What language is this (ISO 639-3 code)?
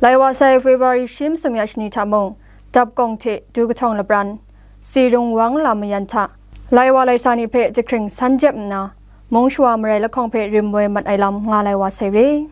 kac